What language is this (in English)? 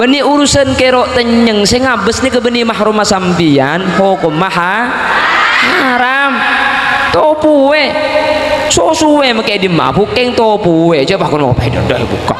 Madurese